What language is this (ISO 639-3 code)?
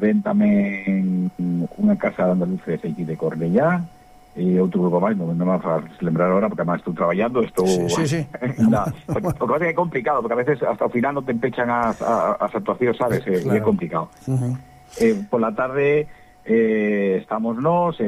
glg